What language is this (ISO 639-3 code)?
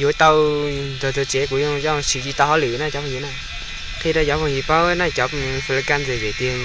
hmn